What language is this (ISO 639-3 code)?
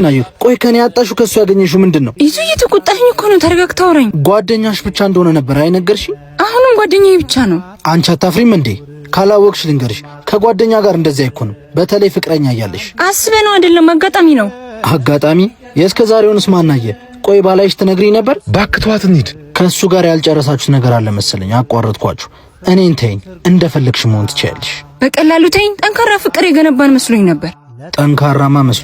amh